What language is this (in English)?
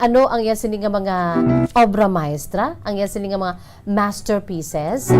Hiligaynon